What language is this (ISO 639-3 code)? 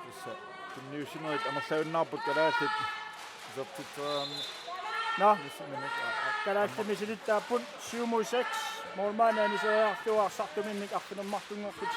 kal